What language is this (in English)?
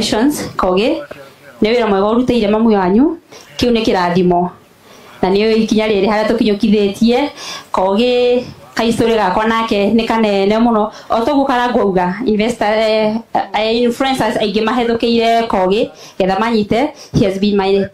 Kikuyu